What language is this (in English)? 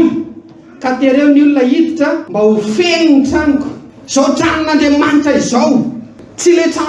Malagasy